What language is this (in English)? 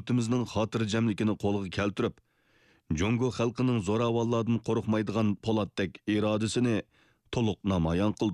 Uyghur